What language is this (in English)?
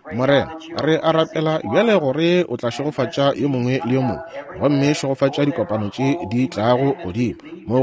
Northern Sotho